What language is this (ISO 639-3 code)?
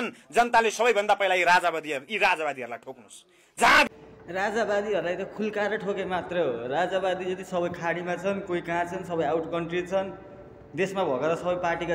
nep